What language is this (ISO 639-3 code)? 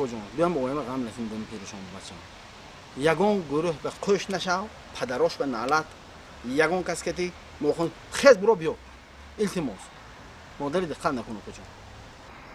tgk